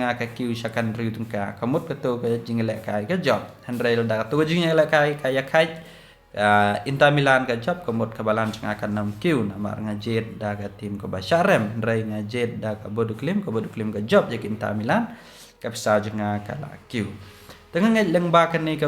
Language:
Khasi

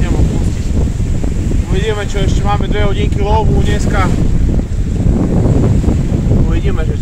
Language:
Slovak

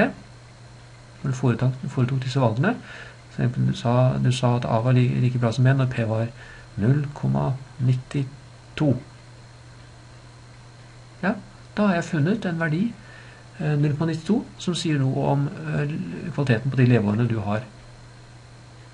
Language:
Norwegian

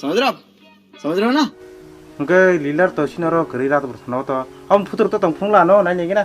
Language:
Kok Borok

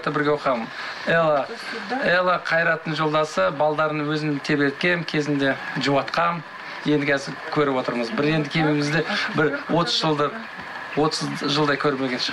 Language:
Kazakh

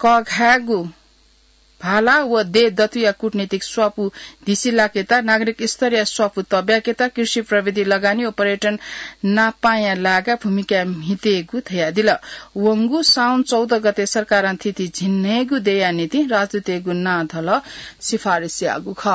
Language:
Newari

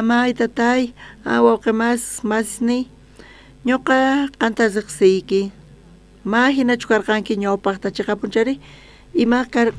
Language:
South Bolivian Quechua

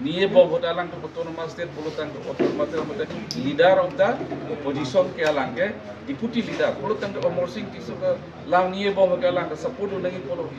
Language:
Karbi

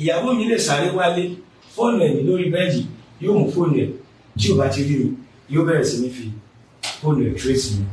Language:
Yoruba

